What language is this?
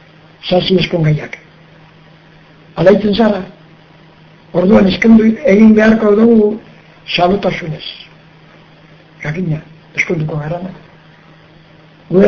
Basque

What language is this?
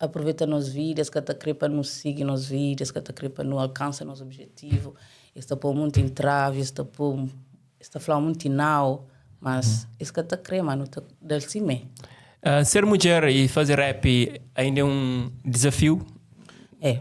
Kabuverdianu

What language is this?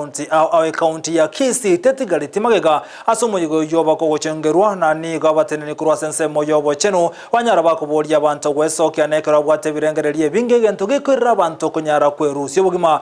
Gusii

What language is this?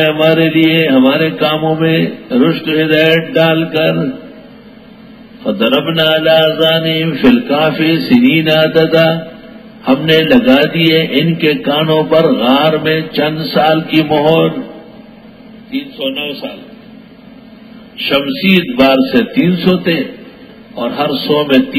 Urdu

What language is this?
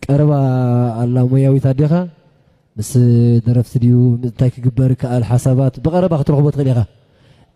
Tigrinya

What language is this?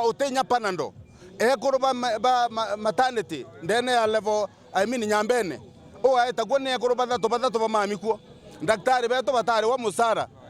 Meru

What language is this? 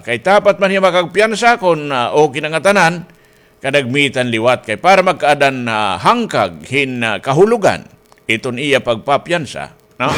Waray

